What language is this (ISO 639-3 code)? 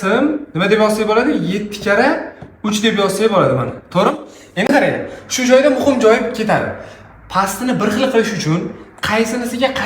uzb